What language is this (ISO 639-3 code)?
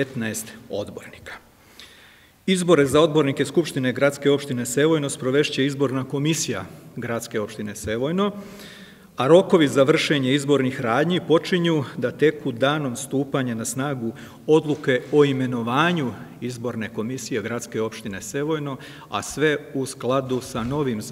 srp